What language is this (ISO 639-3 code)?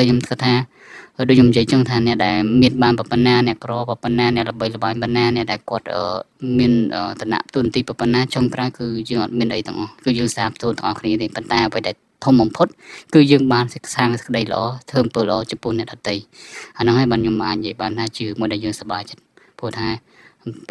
khm